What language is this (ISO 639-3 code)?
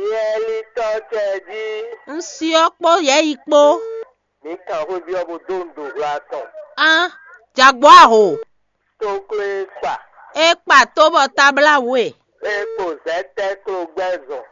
fon